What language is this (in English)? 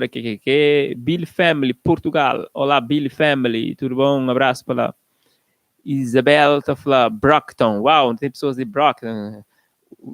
Kabuverdianu